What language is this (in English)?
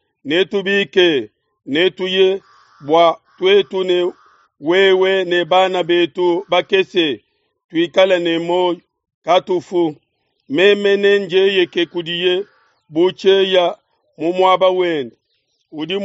Luba-Lulua